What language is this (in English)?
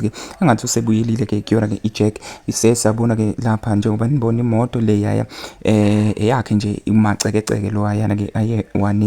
Zulu